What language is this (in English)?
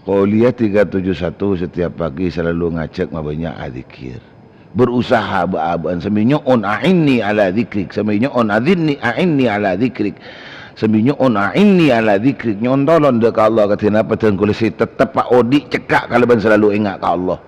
Madurese